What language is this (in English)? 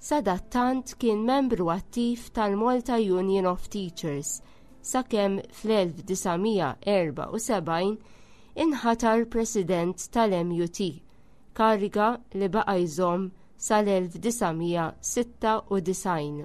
Maltese